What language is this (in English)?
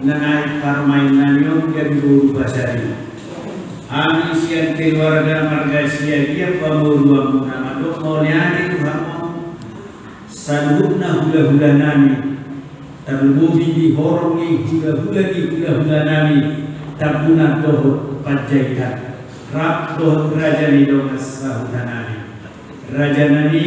Batak Toba